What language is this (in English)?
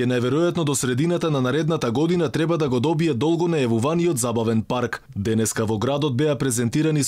Macedonian